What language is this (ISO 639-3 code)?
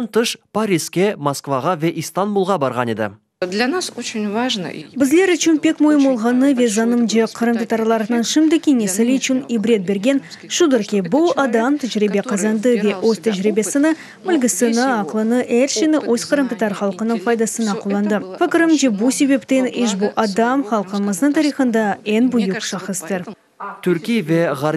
crh